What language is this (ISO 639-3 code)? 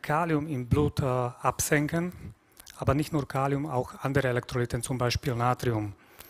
deu